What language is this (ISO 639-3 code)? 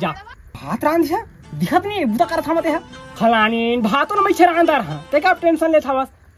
hne